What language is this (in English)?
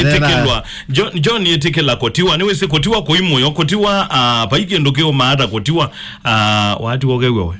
Kamba